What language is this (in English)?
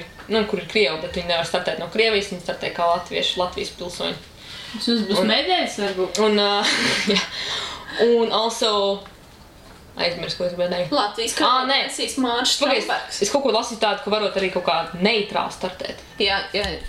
Latvian